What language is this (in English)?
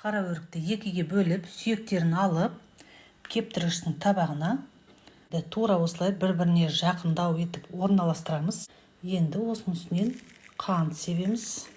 Kazakh